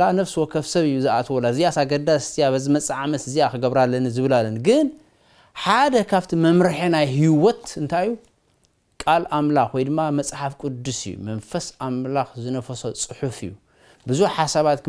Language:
Tigrinya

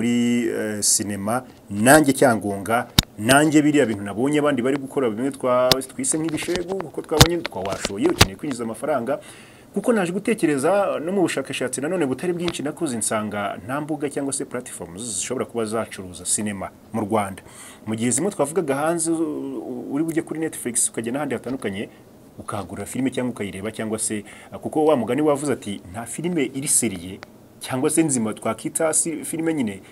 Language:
Kinyarwanda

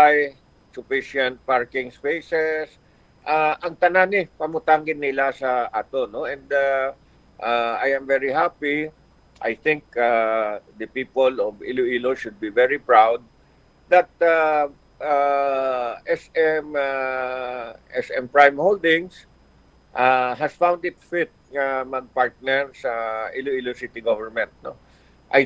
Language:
Hiligaynon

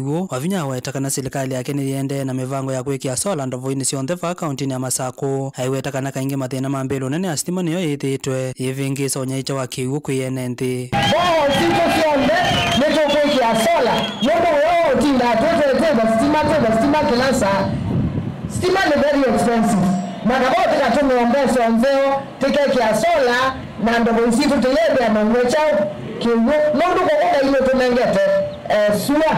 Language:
Kamba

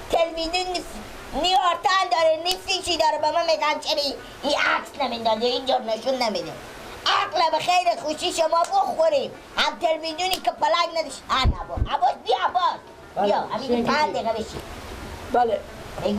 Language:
Persian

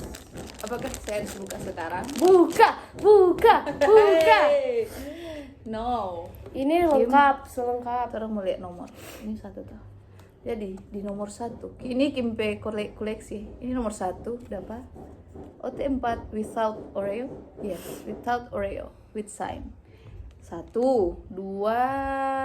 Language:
Manado Malay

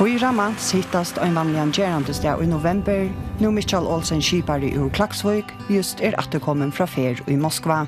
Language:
Faroese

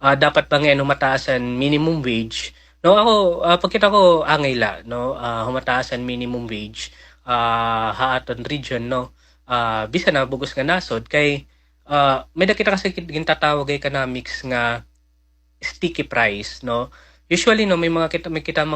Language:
Waray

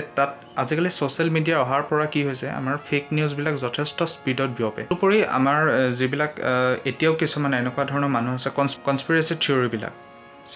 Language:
Assamese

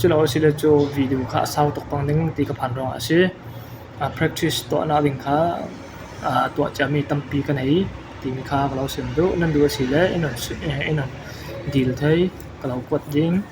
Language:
Falam Chin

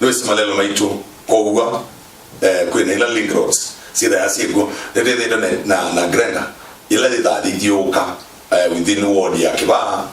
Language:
Kamba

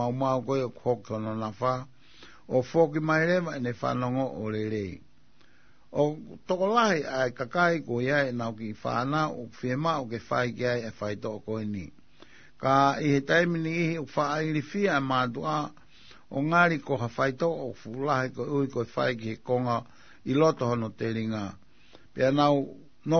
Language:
Tongan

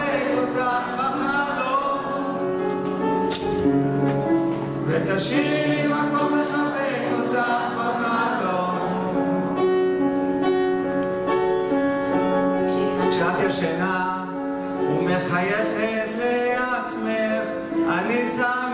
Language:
Hebrew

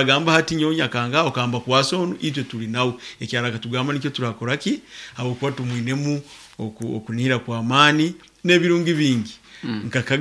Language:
Nyoro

